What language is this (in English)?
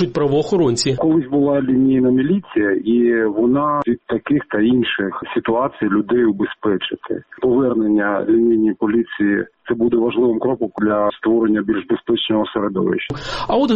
Ukrainian